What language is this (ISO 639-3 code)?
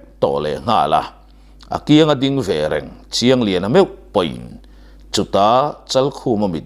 lus